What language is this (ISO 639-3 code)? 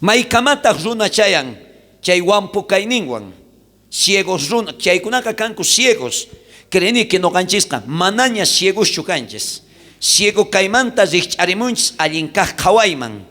quh